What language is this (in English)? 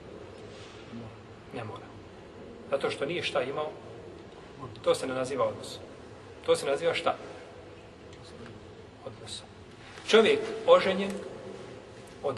Bosnian